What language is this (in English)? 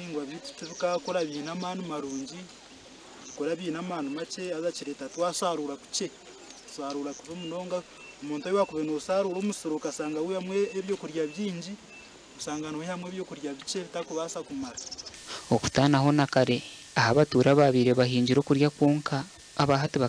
Nyankole